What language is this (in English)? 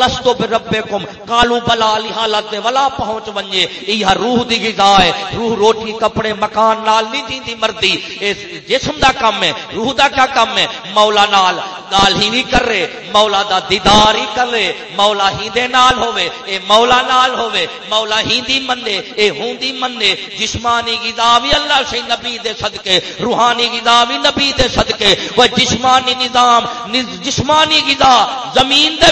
Saraiki